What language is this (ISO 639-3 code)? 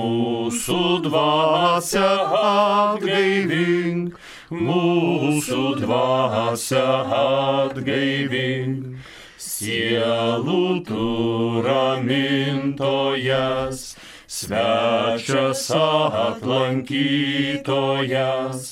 lit